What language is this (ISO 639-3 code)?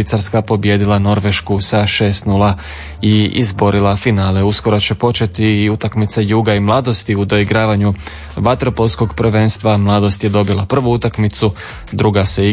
hrv